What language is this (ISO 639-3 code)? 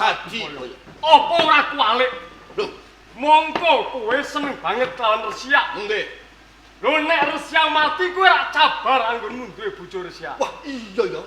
jav